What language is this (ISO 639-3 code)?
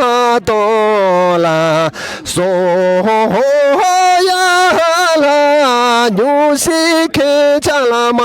bod